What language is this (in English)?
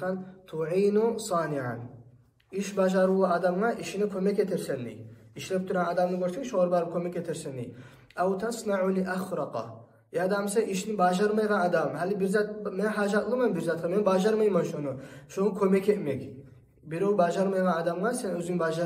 Kumyk